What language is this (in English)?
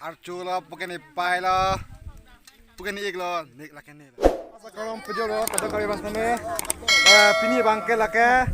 Karbi